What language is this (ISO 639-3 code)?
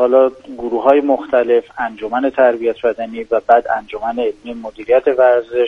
fas